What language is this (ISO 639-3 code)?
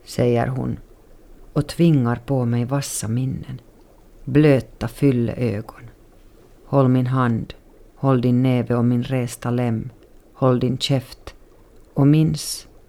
swe